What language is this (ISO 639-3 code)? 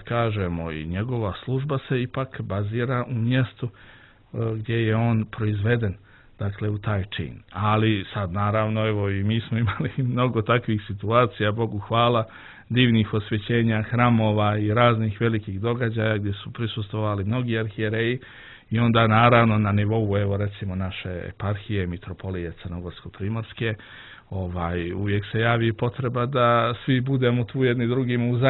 hrv